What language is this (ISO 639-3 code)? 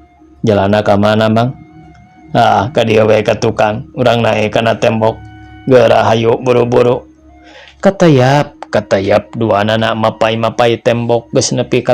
sun